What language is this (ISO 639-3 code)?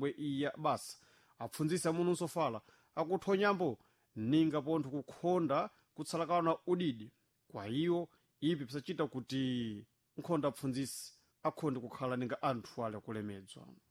seh